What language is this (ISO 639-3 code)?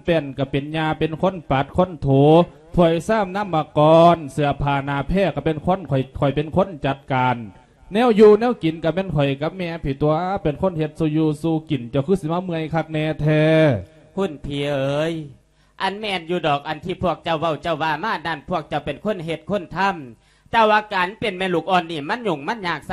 lao